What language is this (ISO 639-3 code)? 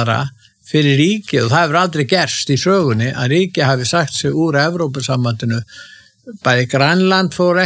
isl